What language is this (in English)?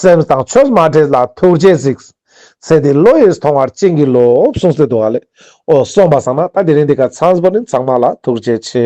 Ladakhi